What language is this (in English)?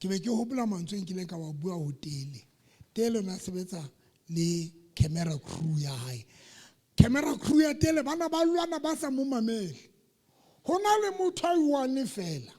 Southern Sotho